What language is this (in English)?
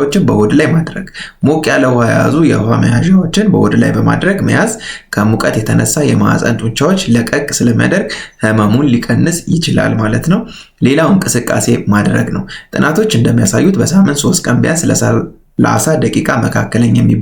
Amharic